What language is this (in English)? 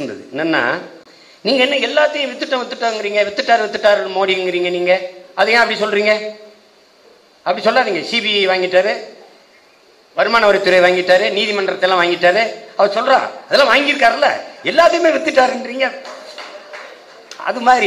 Tamil